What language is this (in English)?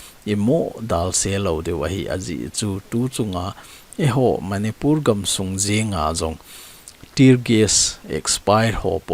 Thado Chin